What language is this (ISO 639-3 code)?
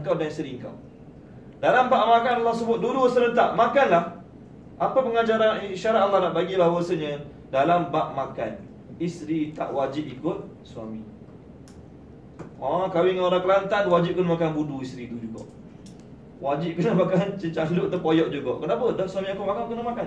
msa